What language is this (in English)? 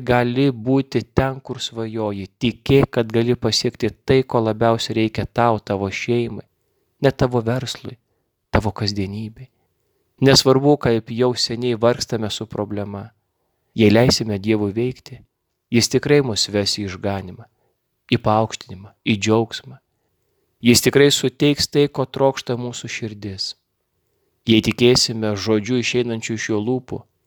Lithuanian